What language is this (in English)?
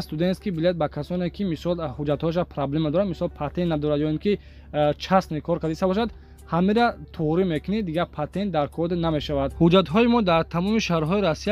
Tajik